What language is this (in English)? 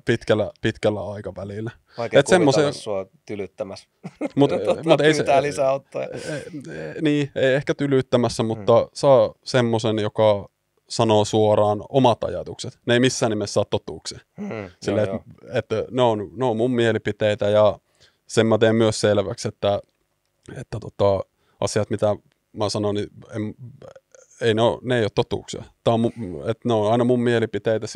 Finnish